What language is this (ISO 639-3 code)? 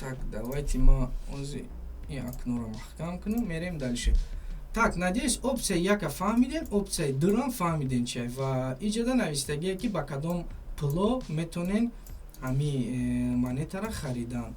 tgk